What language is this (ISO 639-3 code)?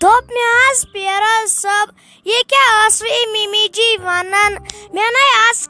kas